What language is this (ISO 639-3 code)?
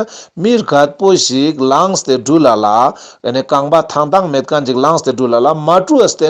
lbj